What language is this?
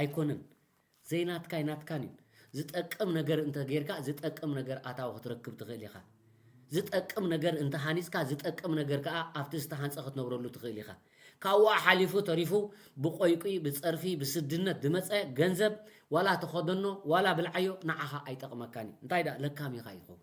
Tigrinya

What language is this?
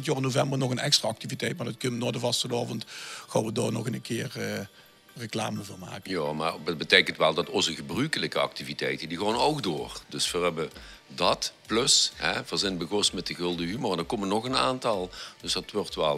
Limburgish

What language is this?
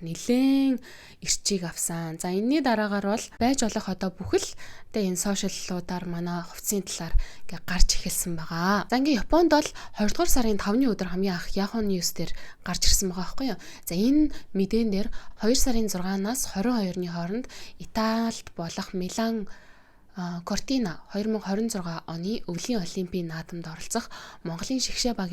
Mongolian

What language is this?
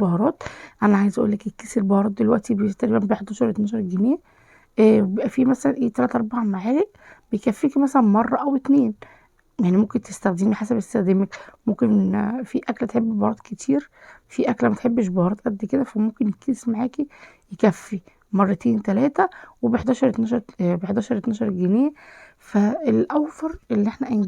Egyptian Arabic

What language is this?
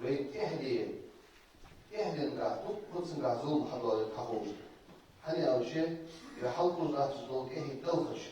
Ingush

